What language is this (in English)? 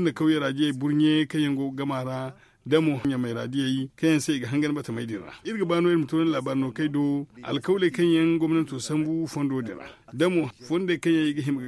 Zarma